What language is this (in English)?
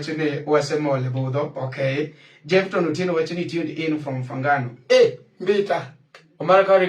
Luo (Kenya and Tanzania)